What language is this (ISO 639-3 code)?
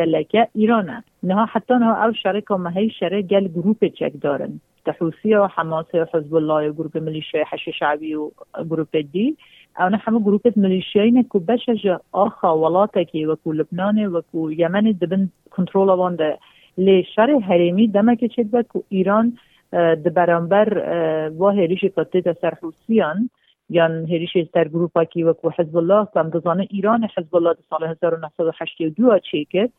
kur